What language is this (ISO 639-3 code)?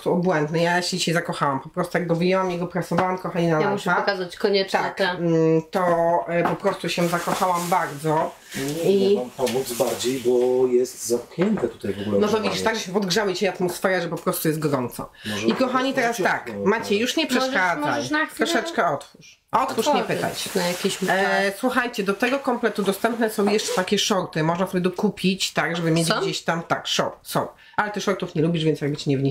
pol